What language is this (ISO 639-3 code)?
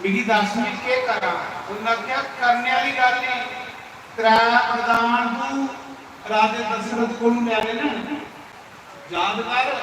doi